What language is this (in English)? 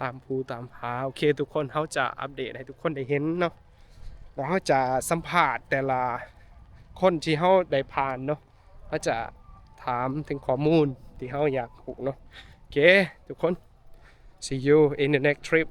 Lao